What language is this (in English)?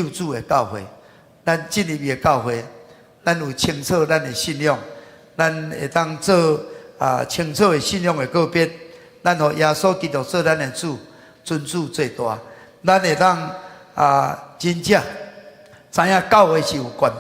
Min Nan Chinese